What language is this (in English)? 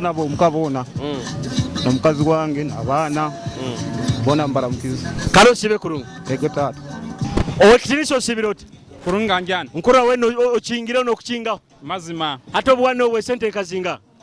Nyoro